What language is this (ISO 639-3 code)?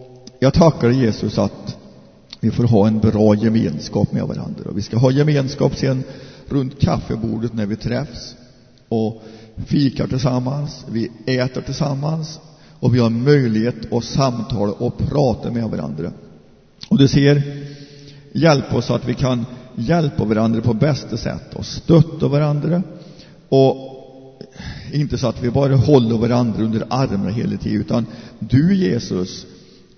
swe